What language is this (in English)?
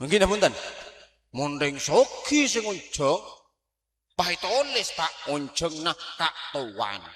Madurese